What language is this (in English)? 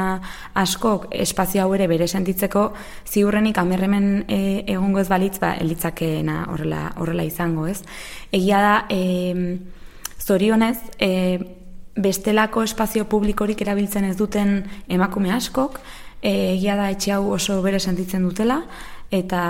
Basque